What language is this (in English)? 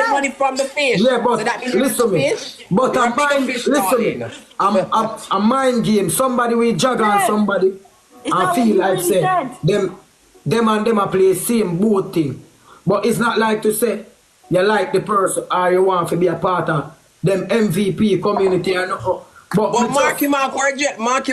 Jamaican Creole English